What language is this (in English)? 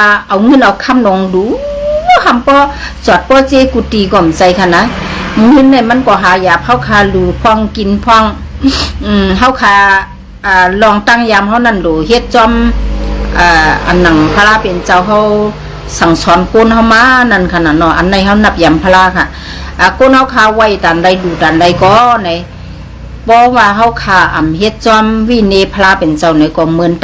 Shan